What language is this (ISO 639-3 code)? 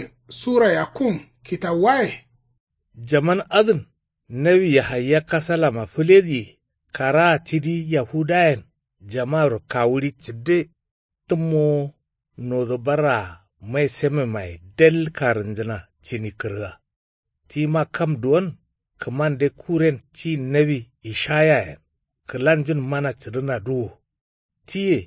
kau